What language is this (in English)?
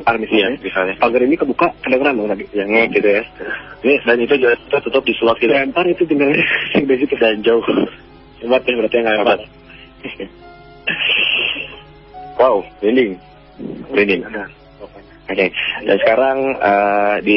Indonesian